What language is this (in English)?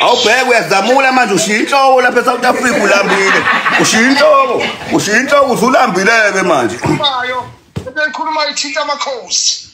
Zulu